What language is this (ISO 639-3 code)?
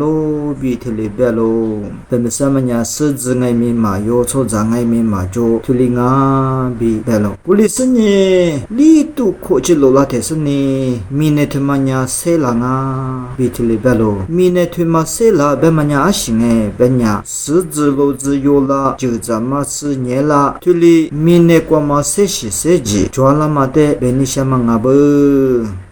lis